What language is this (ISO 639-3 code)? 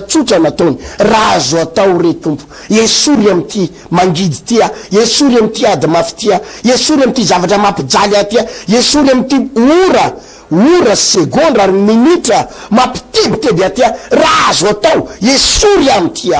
mlg